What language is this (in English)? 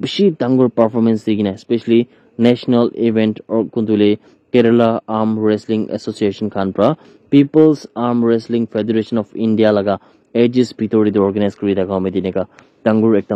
Naga Pidgin